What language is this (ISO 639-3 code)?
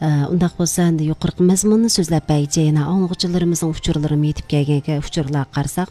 uig